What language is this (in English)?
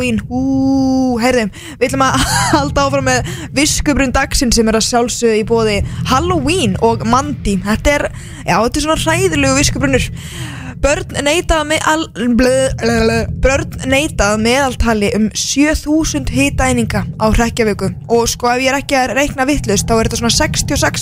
Icelandic